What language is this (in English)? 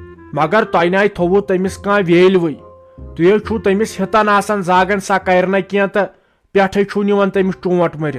Kashmiri